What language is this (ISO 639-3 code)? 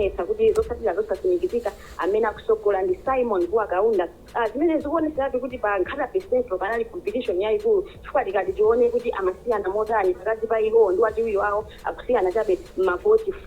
nya